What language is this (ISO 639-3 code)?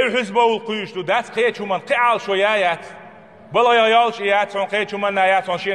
che